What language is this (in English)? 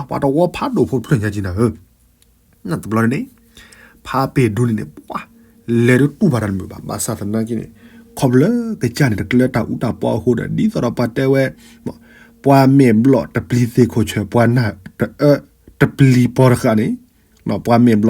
S'gaw Karen